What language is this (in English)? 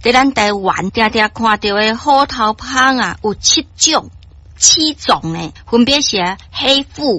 Min Nan Chinese